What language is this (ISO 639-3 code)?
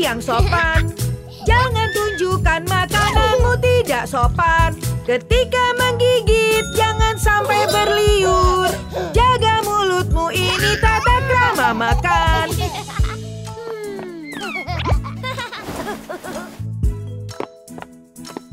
ind